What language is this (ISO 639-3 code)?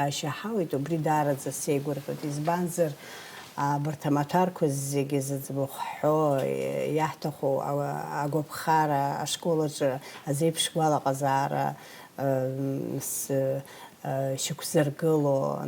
abk